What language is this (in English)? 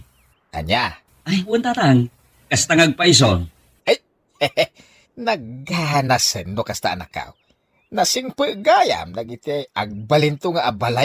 Iloko